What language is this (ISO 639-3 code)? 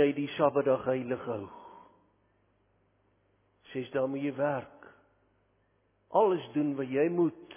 afr